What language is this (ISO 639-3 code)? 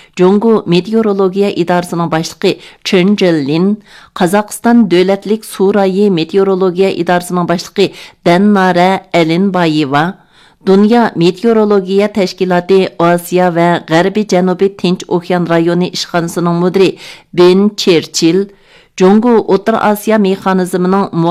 uig